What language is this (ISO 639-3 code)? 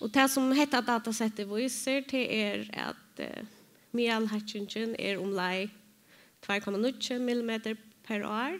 fao